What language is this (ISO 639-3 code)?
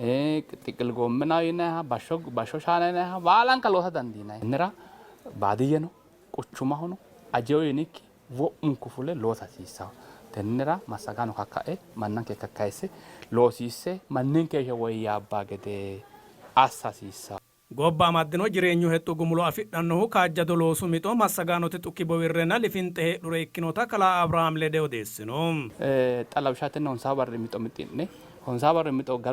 sid